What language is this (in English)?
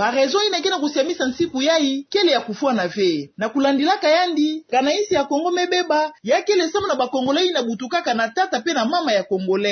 Kituba (Democratic Republic of Congo)